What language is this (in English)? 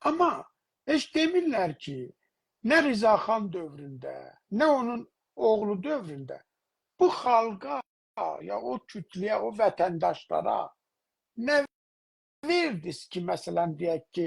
South Azerbaijani